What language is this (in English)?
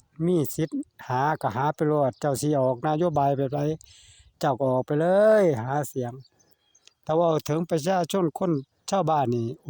Northeastern Thai